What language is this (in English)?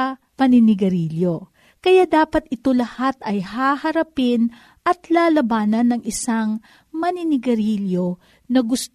Filipino